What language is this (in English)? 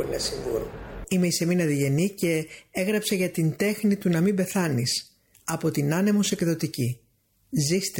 Greek